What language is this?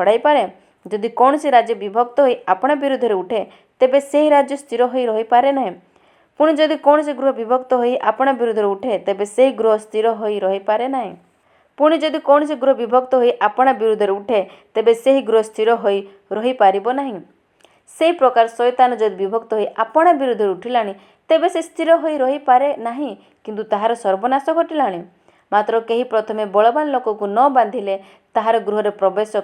Odia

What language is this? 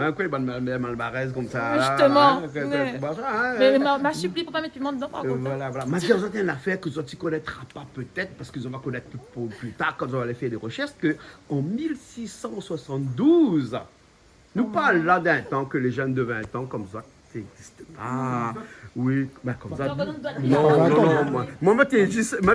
Réunion Creole French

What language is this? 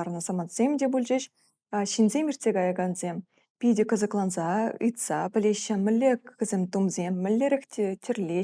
Chuvash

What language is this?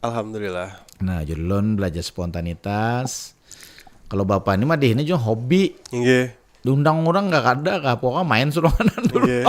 Banjar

